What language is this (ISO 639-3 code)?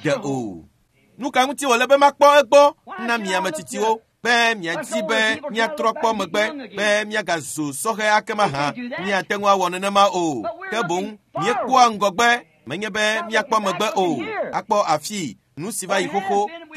ewe